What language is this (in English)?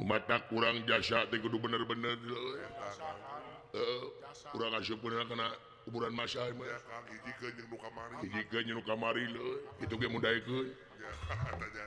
Sundanese